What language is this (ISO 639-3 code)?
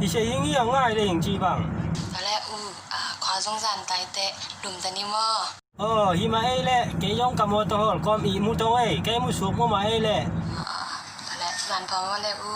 ctd